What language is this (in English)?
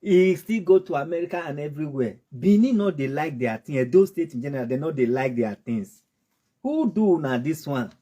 Nigerian Pidgin